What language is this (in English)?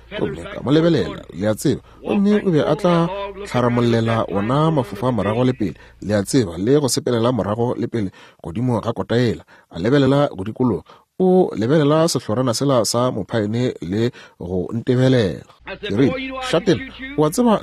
Northern Sotho